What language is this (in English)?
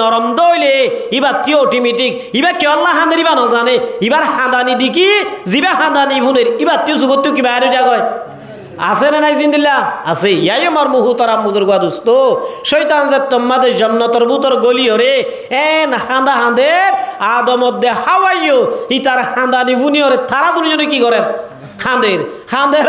Rohingya